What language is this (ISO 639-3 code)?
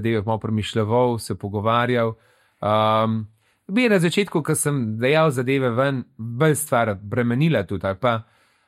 slv